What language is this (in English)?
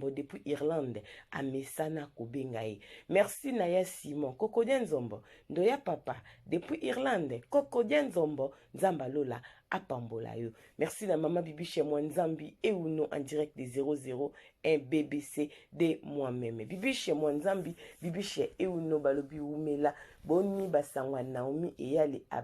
Lingala